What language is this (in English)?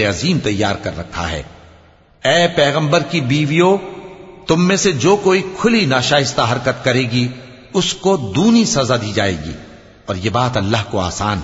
Urdu